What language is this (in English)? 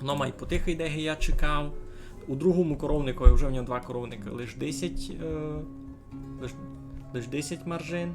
Rusyn